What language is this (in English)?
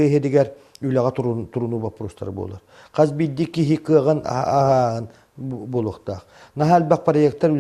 Yakut